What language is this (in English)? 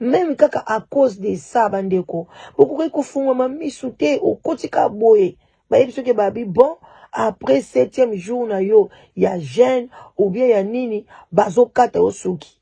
Lingala